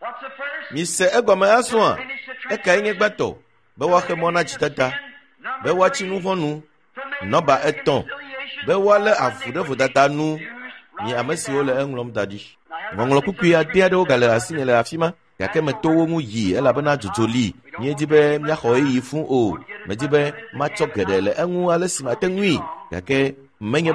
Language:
Ewe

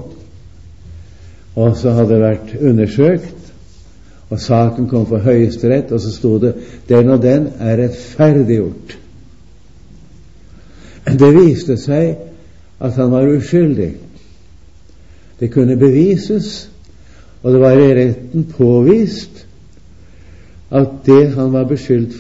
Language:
Norwegian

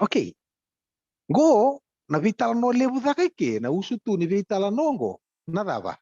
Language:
Fijian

